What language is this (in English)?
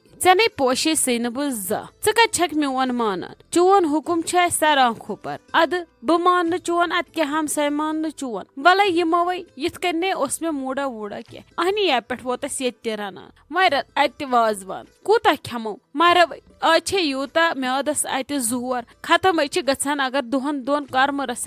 Kashmiri